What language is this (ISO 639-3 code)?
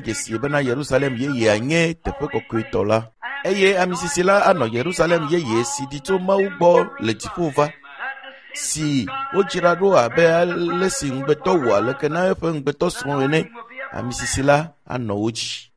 ewe